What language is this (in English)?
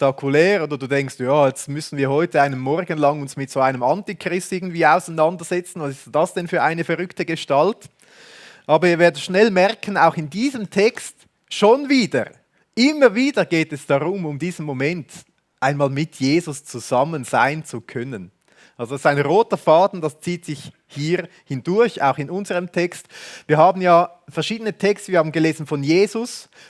Swiss German